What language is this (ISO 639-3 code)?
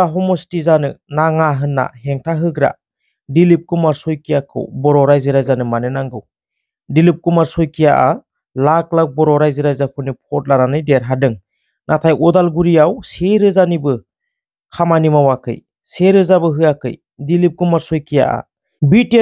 brx